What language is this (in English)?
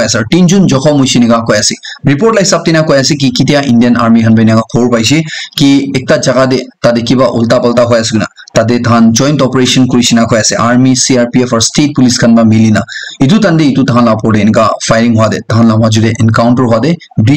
Naga Pidgin